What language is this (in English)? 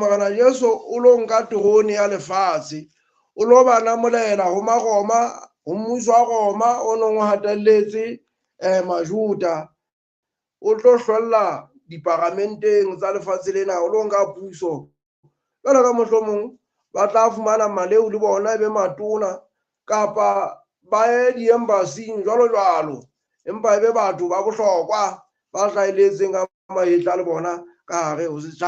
Southern Sotho